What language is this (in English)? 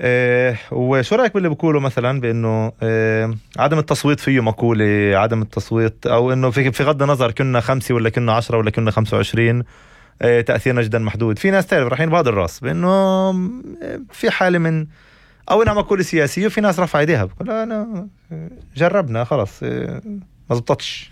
North Levantine Arabic